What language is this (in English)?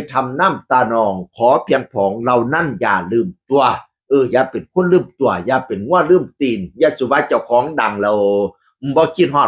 Northeastern Thai